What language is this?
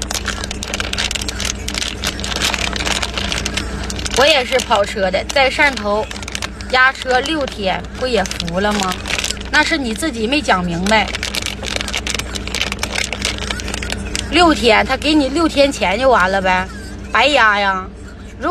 Chinese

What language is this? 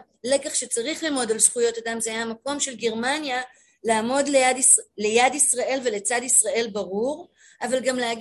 Hebrew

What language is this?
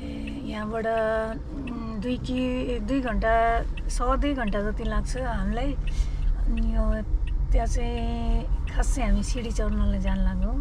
Nepali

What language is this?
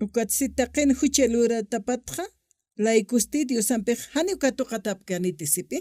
Aymara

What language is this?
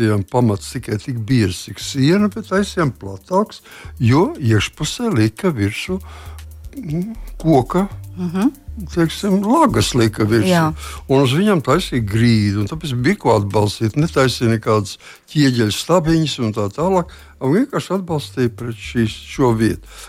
Latvian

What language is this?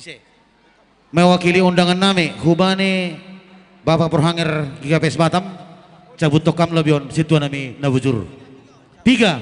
Batak Simalungun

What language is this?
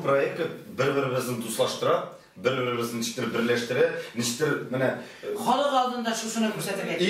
Tatar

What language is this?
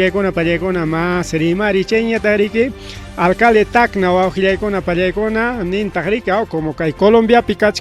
Ayacucho Quechua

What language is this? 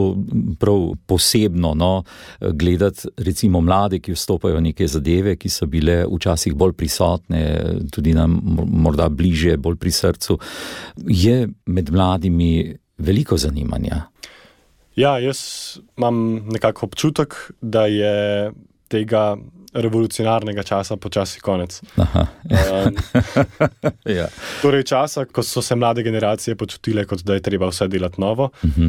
Slovenian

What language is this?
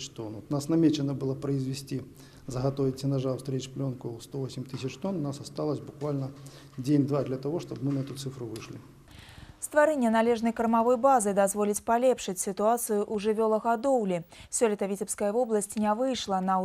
Belarusian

